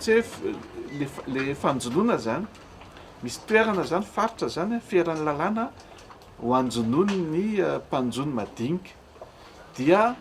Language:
Malagasy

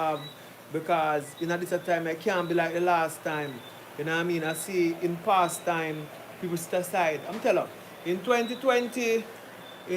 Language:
Jamaican Creole English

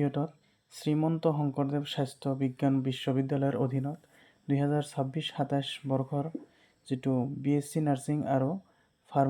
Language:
Assamese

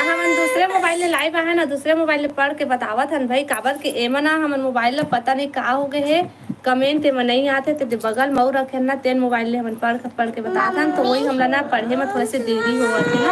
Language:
Chhattisgarhi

